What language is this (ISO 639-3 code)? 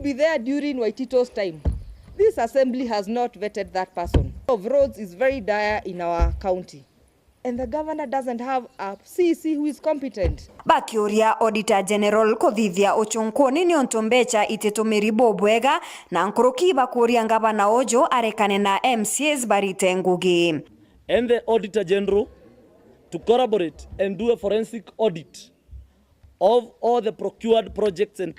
mer